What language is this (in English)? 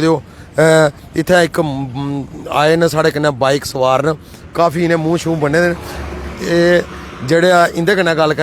Dogri